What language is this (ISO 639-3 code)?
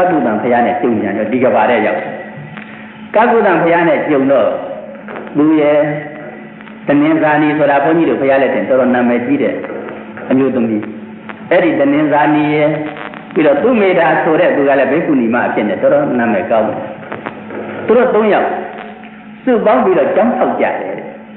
mya